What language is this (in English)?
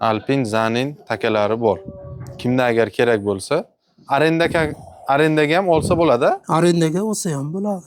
Uzbek